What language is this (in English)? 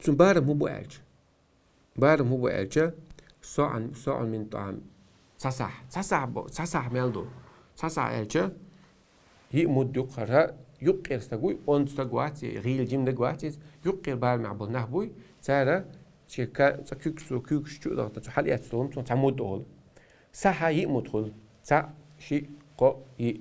Chechen